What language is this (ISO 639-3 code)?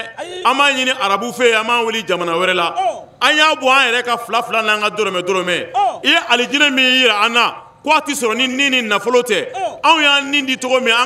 bam